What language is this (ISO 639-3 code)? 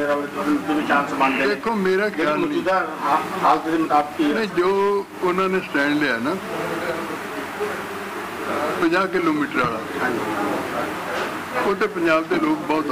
pan